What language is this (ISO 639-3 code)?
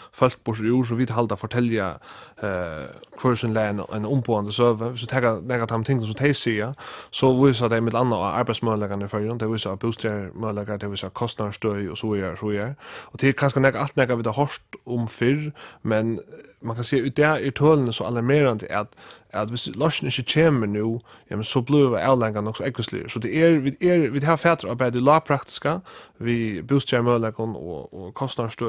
fao